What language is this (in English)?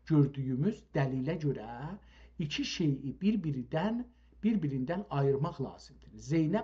South Azerbaijani